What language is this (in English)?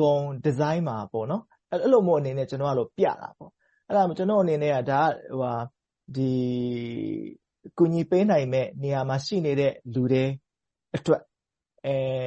Burmese